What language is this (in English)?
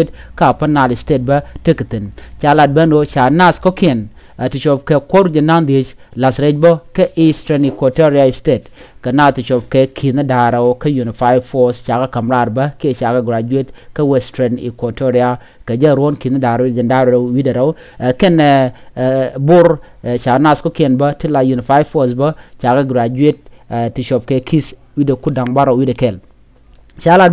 Nuer